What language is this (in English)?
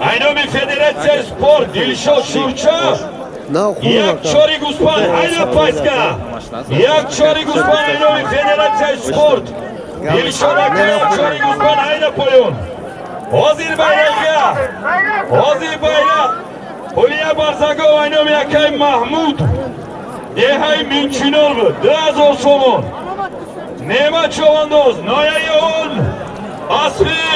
Tajik